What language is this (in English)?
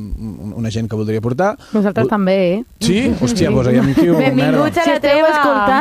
Catalan